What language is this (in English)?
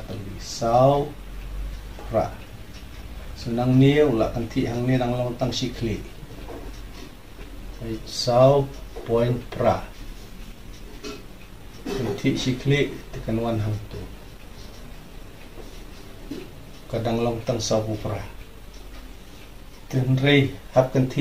Khasi